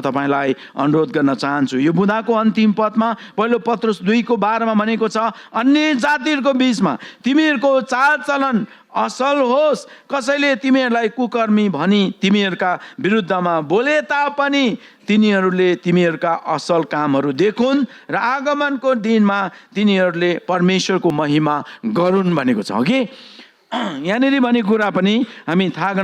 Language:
Nepali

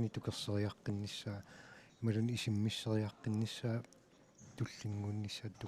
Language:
Kalaallisut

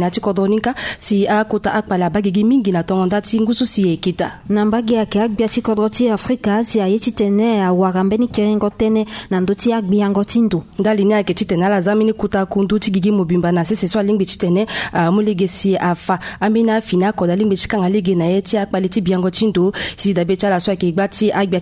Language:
Sango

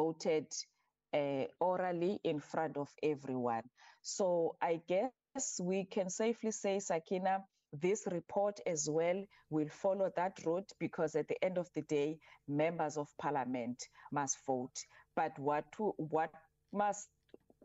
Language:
English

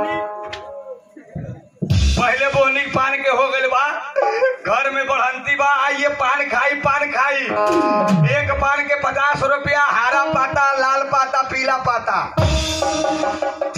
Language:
Bhojpuri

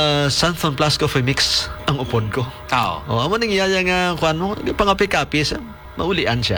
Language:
Hiligaynon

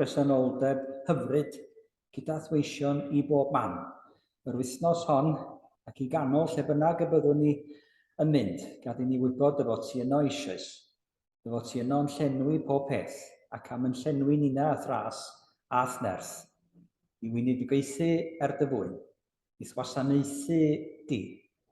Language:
Welsh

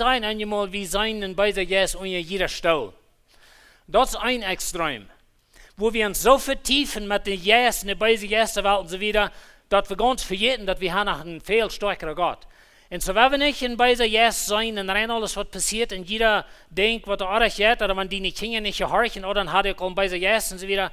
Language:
Plautdietsch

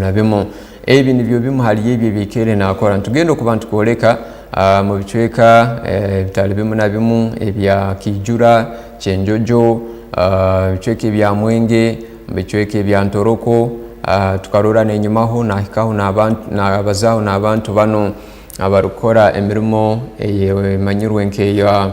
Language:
Tooro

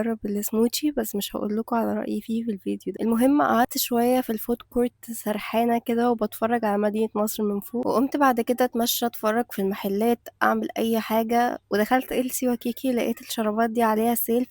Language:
Egyptian Arabic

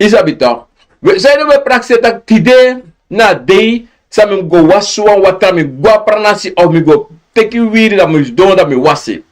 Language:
Sranan Tongo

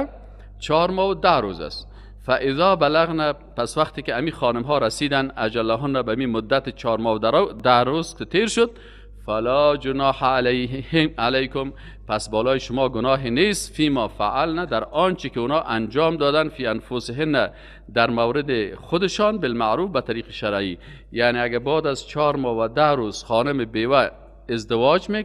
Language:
Persian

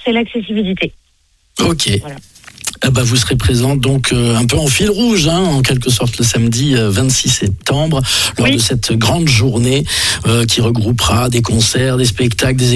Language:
French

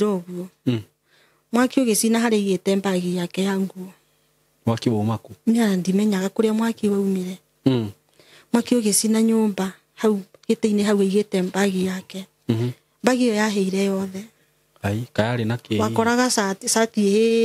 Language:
Kikuyu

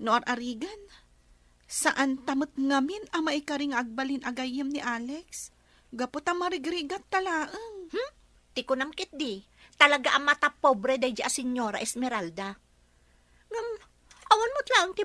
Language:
Iloko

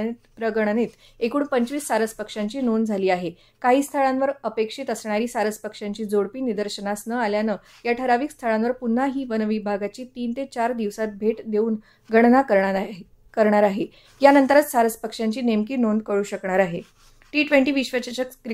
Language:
Marathi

